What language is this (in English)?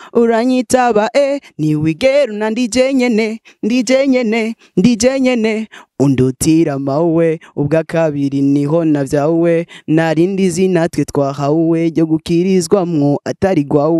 Rundi